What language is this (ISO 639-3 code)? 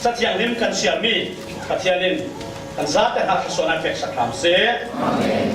cfm